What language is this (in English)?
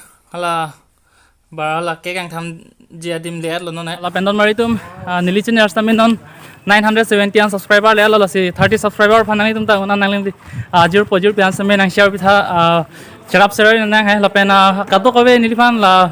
Karbi